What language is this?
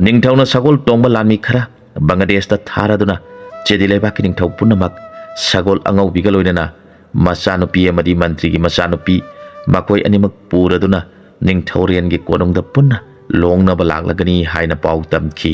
Manipuri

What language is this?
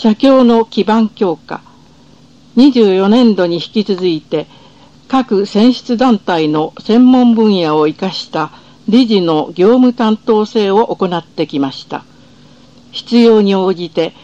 Japanese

